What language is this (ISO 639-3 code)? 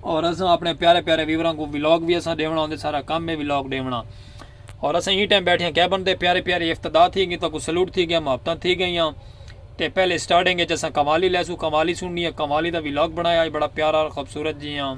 skr